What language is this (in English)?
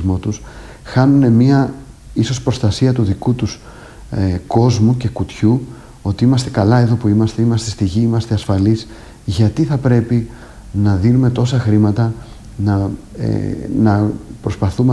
Greek